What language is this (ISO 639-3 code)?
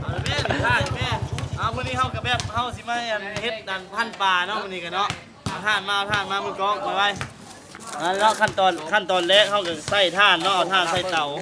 lao